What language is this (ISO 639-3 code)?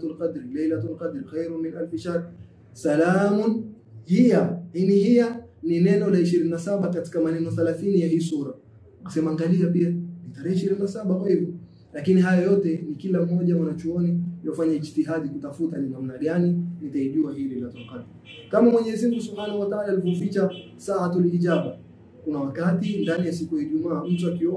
swa